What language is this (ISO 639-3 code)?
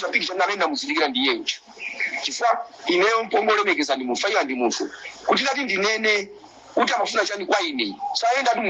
nya